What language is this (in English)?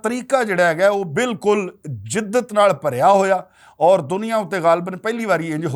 Western Panjabi